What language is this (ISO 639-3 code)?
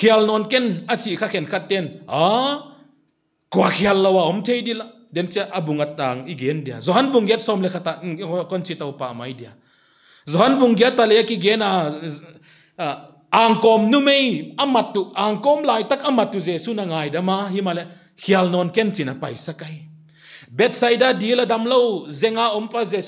pck